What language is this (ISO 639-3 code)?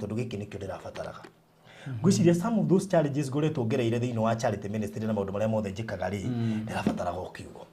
kik